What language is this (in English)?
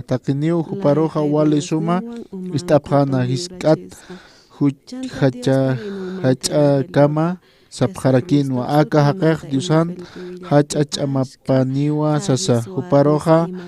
Aymara